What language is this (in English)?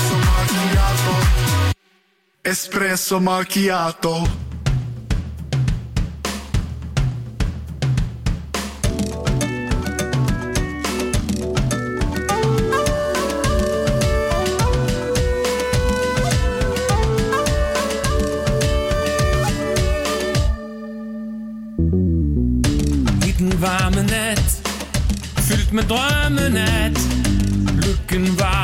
Danish